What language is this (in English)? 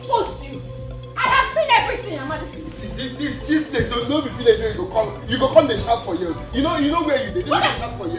Nigerian Pidgin